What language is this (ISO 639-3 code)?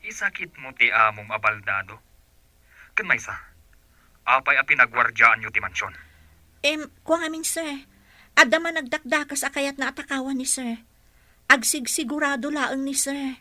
ilo